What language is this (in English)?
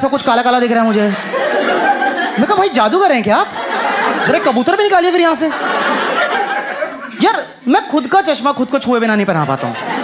Hindi